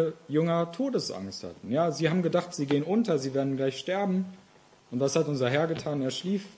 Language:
German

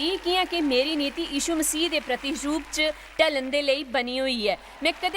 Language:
Dogri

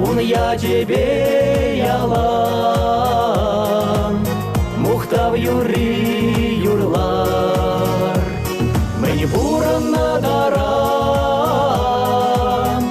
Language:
Chuvash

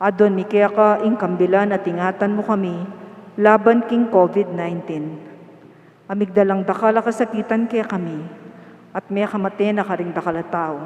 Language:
Pampanga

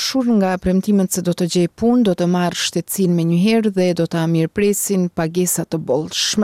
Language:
Albanian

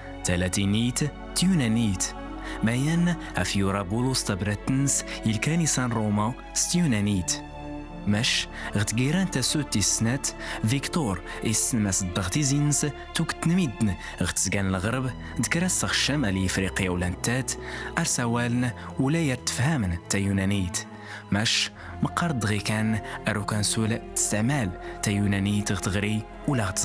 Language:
Kabyle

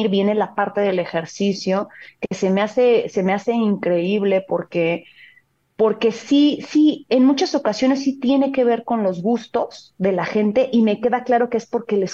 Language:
Spanish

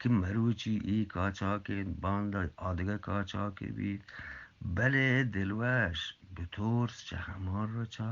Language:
Eastern Balochi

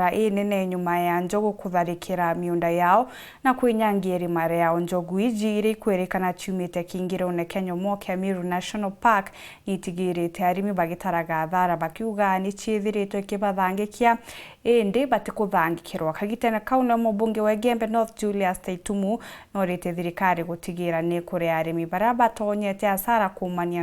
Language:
Meru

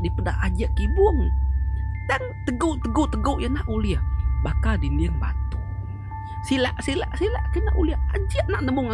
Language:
Iban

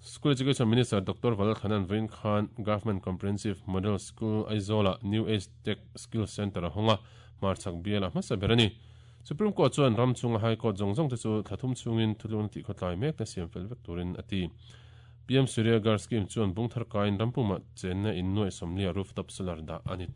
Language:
Mizo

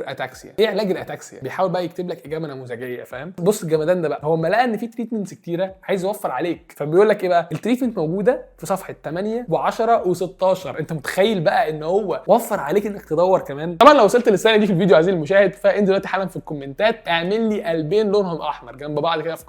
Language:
Egyptian Arabic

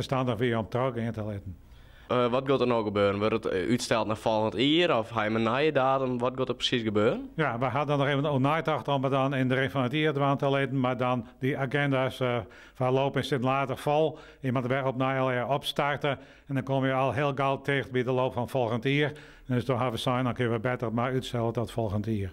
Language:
Western Frisian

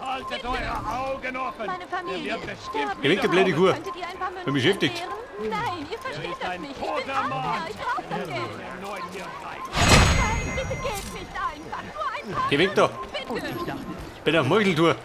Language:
Bavarian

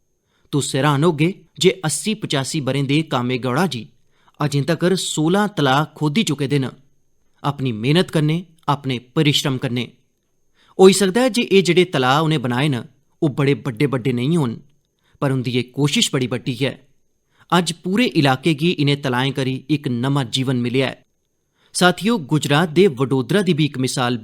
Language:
Dogri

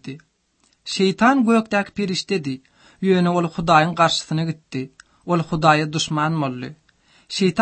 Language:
Kyrgyz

